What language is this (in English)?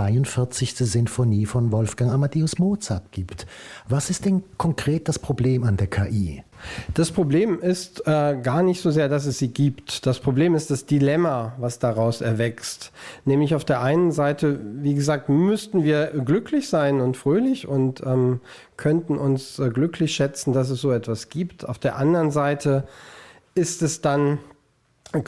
Swiss German